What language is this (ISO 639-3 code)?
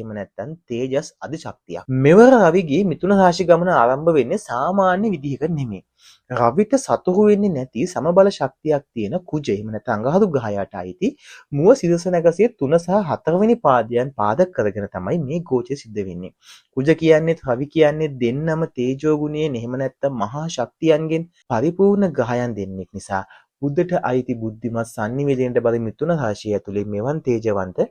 sin